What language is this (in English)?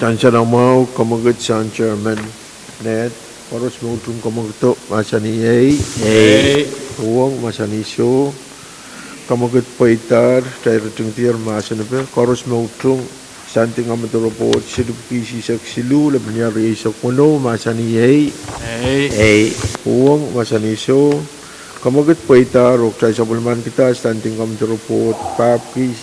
Pohnpeian